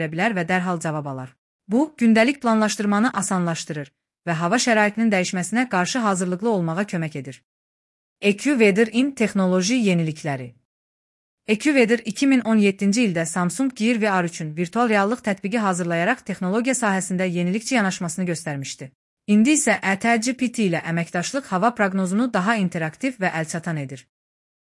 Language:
Azerbaijani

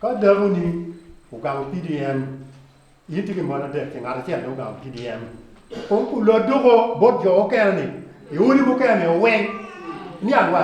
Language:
Acoli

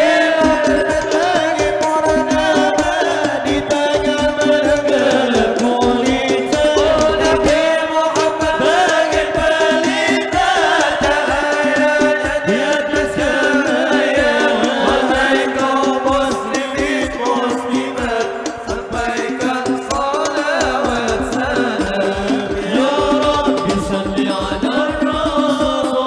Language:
Banjar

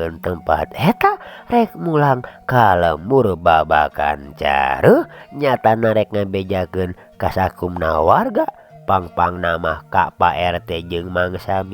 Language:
Sundanese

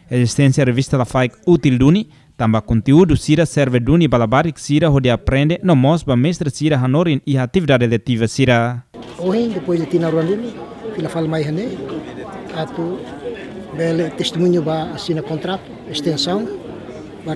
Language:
Tetum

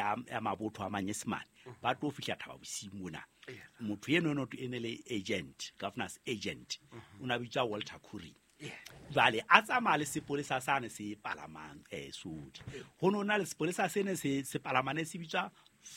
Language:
Southern Sotho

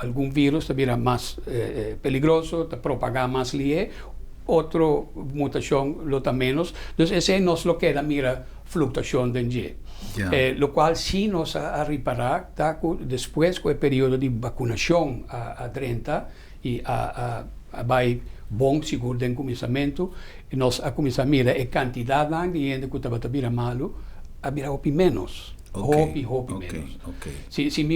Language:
Papiamento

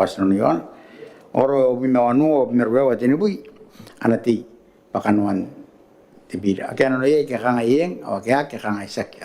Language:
Gilbertese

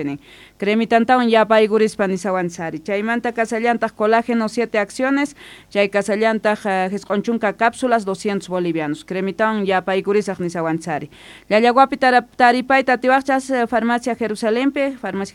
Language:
South Bolivian Quechua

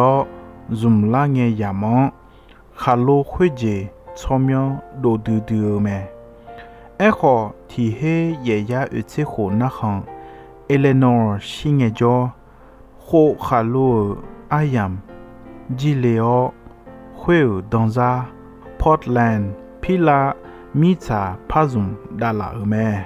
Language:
Akha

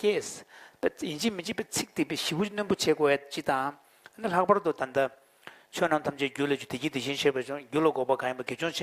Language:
Tibetan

